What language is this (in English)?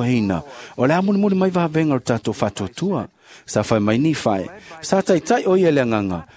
Samoan